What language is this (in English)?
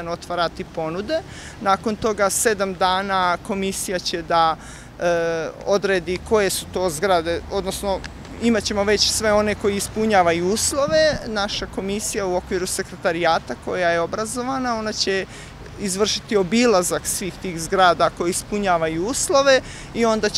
Bosnian